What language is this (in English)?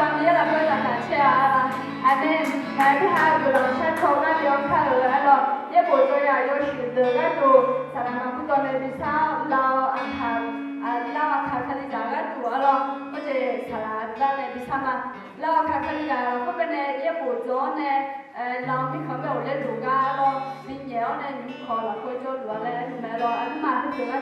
Akha